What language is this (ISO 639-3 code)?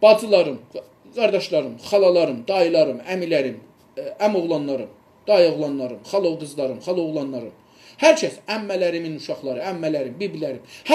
azb